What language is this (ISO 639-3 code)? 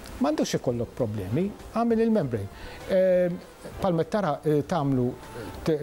mlt